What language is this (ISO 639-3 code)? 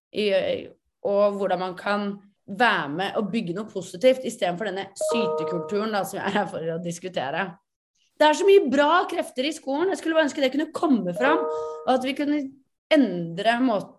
nor